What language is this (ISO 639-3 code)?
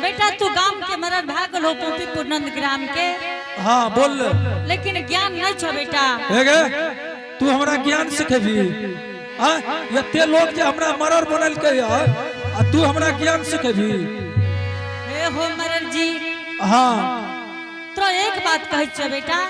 anp